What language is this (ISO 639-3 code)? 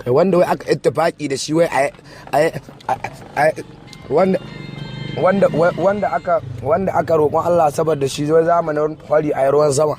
hau